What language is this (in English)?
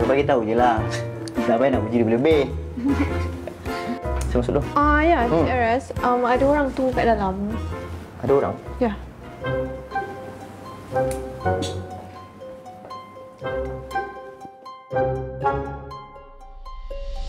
Malay